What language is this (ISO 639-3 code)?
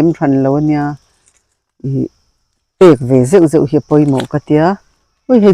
lus